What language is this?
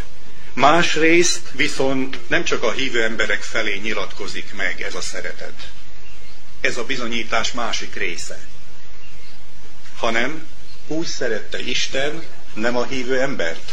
Hungarian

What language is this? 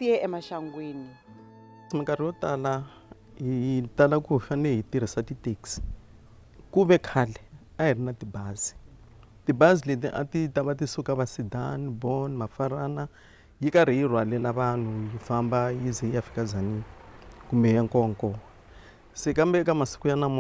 Tsonga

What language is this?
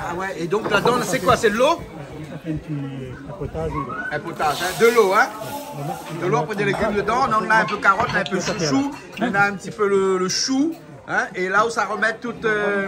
Réunion Creole French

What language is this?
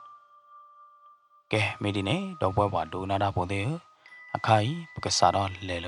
S'gaw Karen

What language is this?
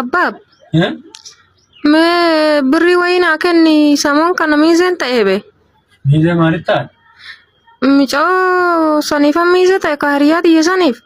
Oromo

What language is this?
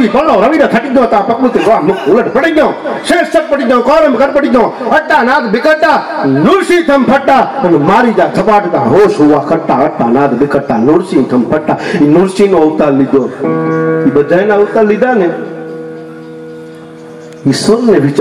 Gujarati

